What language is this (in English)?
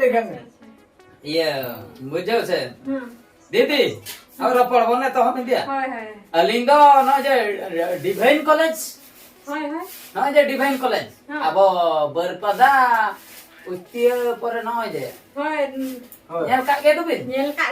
Santali